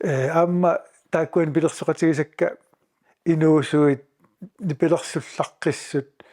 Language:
Kalaallisut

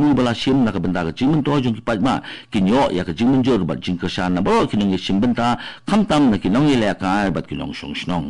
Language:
Khasi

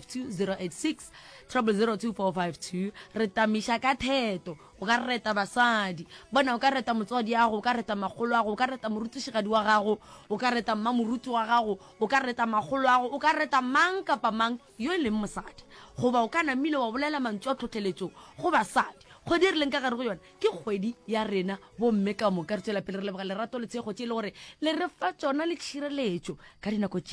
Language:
Northern Sotho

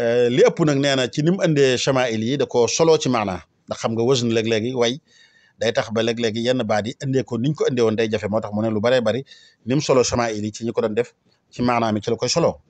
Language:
Wolof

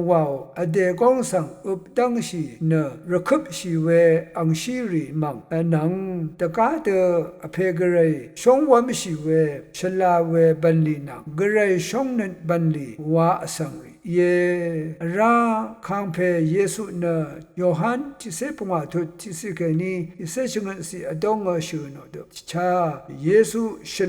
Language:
Rawang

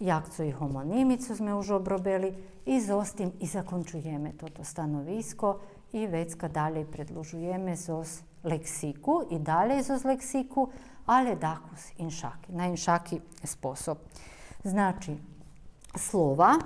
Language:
Rusyn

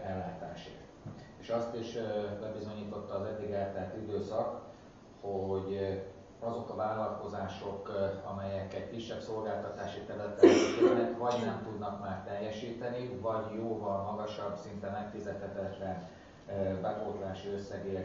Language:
Hungarian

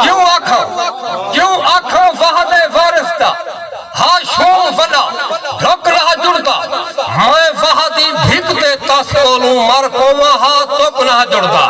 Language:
Saraiki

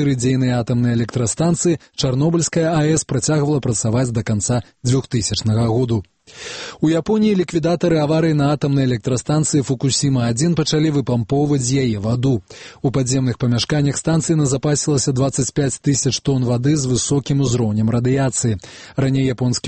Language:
Belarusian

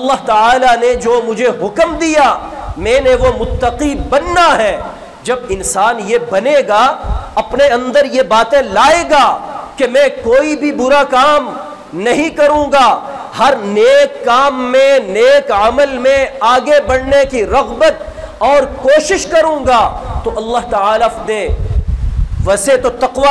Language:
Urdu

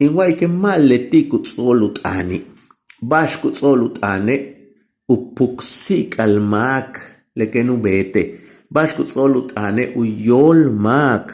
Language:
Yucateco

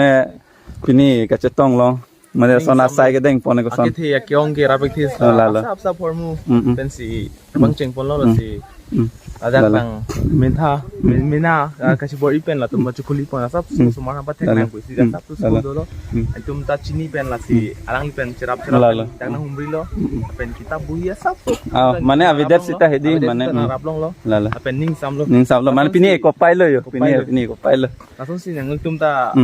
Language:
Karbi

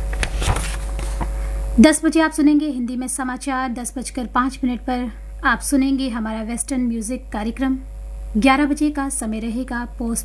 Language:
Hindi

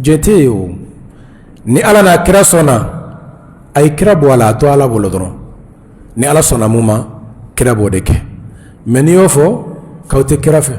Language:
Bambara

